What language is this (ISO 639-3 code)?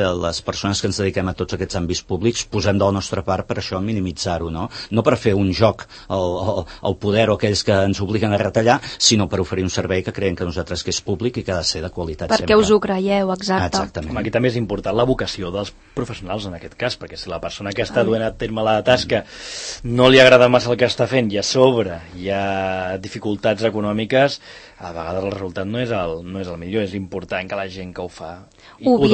cat